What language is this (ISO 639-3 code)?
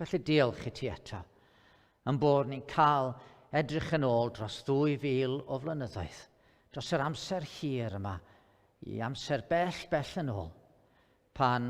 cym